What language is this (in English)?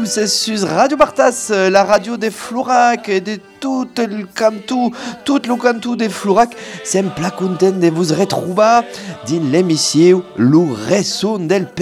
French